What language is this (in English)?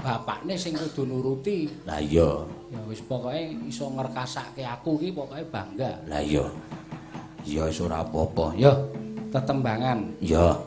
Javanese